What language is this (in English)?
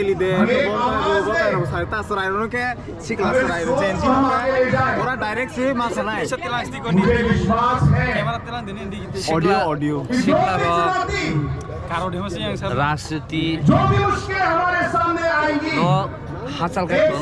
Kok Borok